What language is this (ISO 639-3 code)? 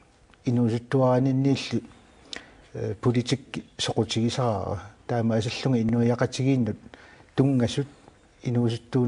kal